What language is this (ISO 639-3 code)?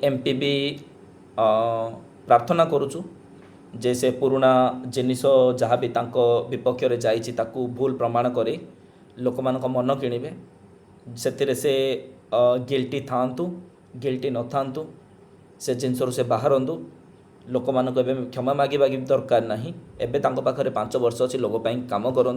ori